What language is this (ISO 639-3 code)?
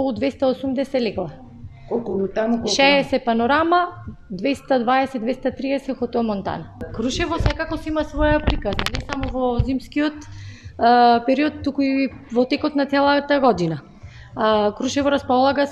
mkd